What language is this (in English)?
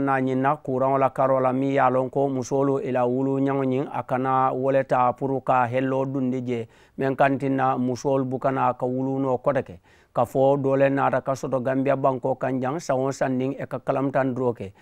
Mandingo